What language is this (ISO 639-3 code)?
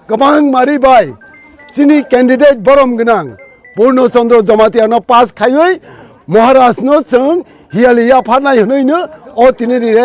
trp